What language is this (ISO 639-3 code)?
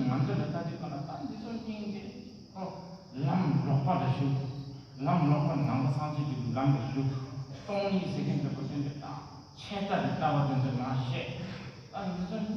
bod